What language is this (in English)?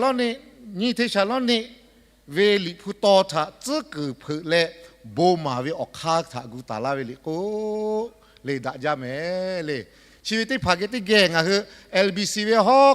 Lahu